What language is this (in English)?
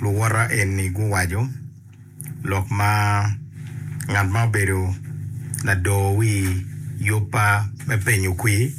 Acoli